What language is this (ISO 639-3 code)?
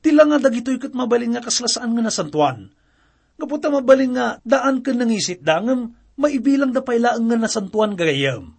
ilo